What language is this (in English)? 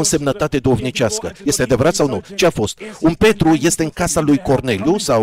Romanian